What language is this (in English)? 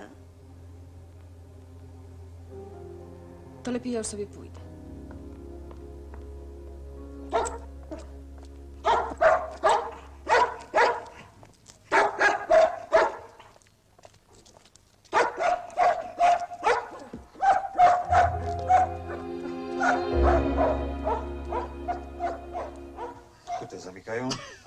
Polish